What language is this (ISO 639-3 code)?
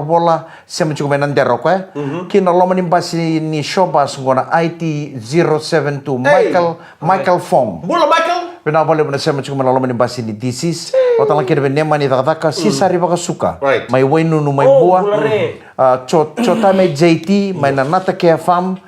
fij